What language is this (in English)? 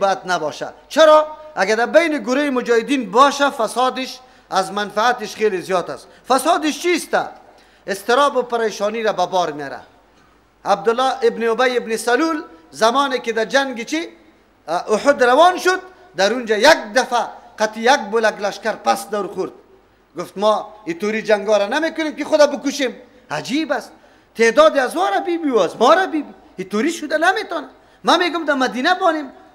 Persian